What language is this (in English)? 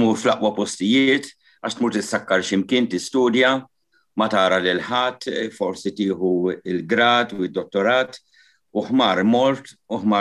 Maltese